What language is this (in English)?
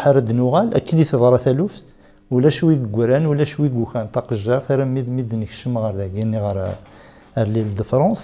Kabyle